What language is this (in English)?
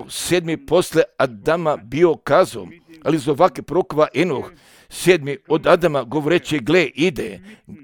Croatian